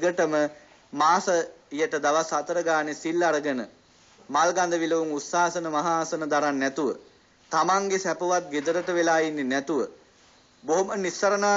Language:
Sinhala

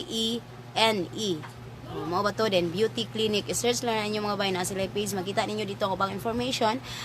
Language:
Cebuano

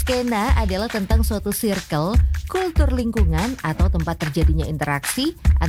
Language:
Indonesian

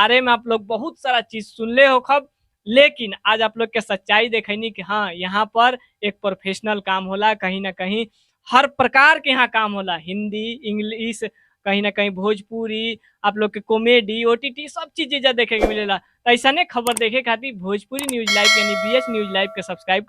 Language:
Bhojpuri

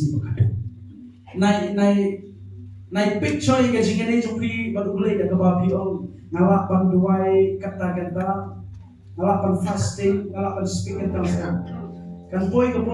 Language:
Khasi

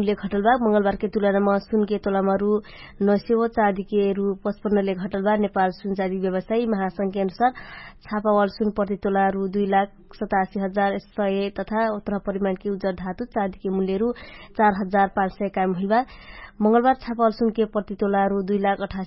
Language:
Dangaura Tharu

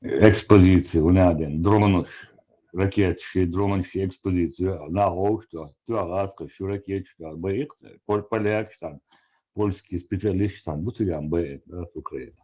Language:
Chechen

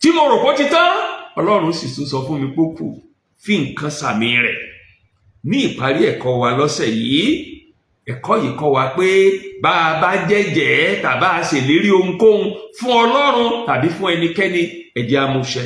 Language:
Yoruba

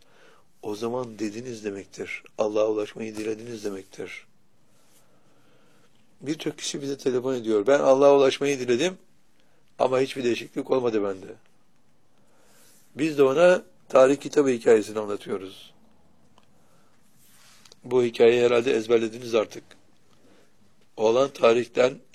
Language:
Turkish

